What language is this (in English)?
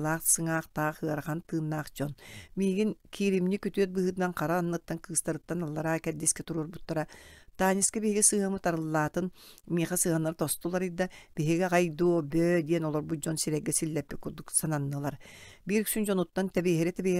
Yakut